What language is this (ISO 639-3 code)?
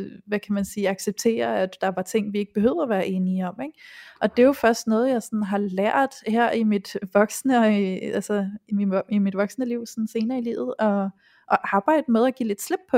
dan